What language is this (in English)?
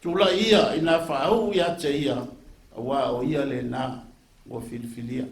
Samoan